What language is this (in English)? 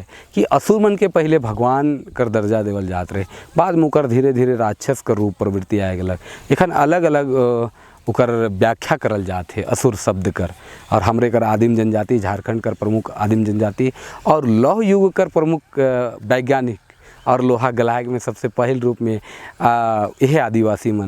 Sadri